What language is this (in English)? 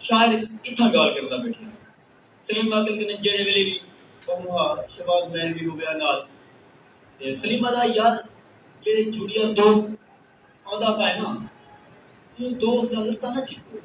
Saraiki